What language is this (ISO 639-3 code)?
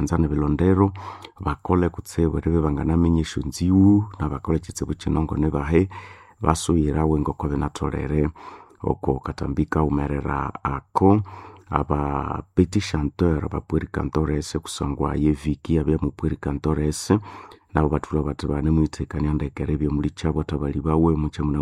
nnb